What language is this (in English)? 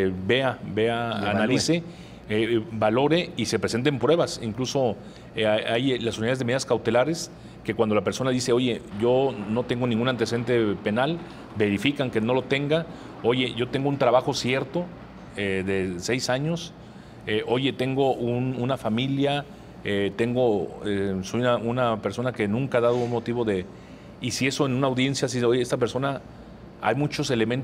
Spanish